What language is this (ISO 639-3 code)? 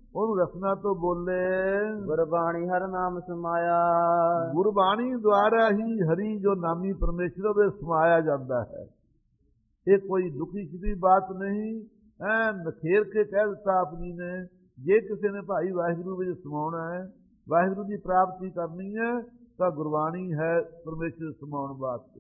pan